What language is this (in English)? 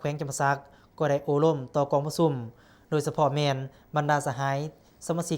Lao